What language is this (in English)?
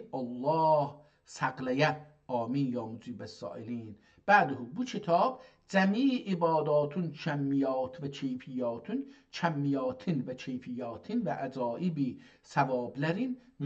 South Azerbaijani